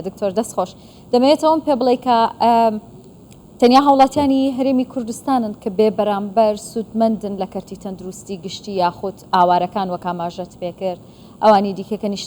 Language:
Central Kurdish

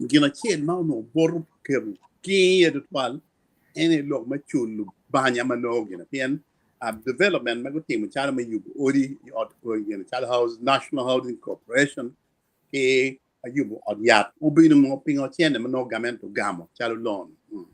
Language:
Acoli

